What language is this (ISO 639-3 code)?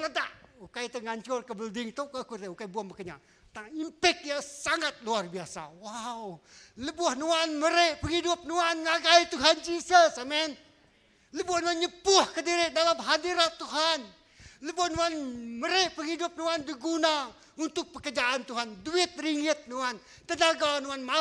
iba